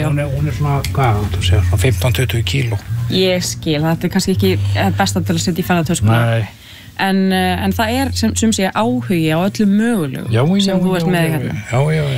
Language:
Icelandic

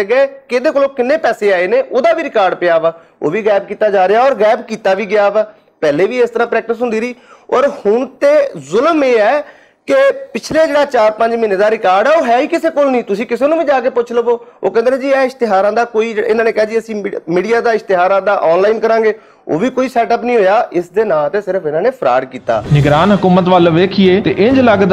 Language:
Western Panjabi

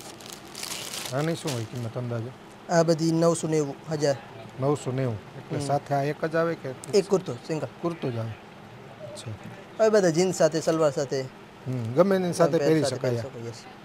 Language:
Gujarati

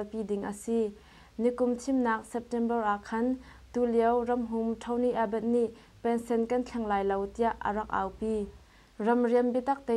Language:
Hakha Chin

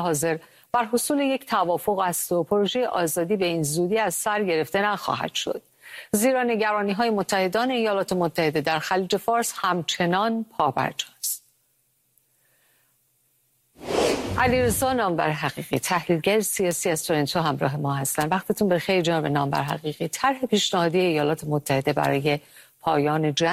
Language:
Persian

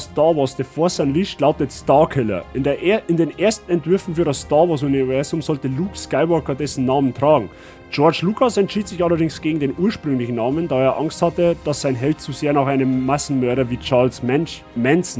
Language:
Bavarian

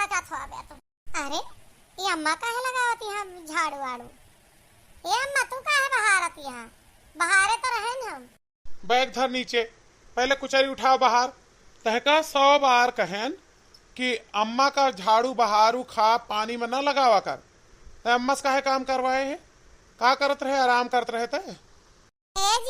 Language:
Awadhi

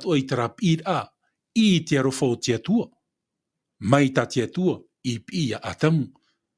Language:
Tahitian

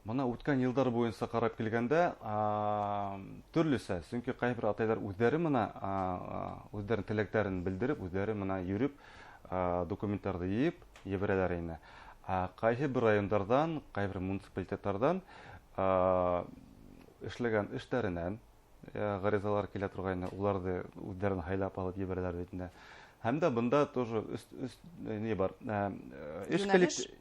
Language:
Bashkir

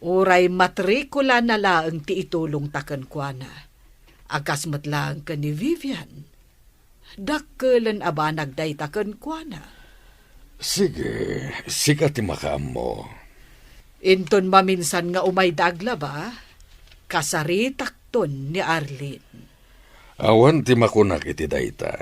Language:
Iloko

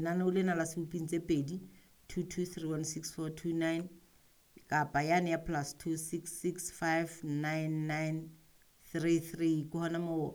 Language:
Southern Sotho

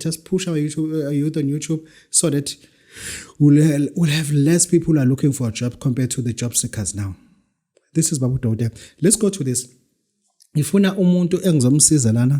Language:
Zulu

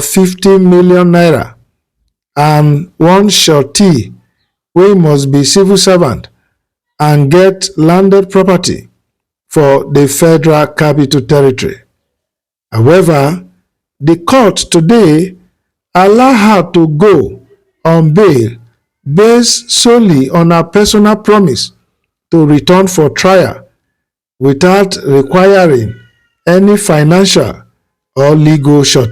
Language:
Nigerian Pidgin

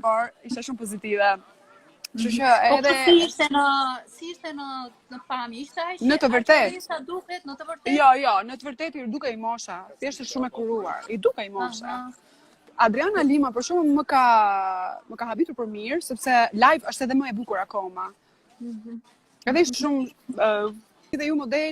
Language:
Albanian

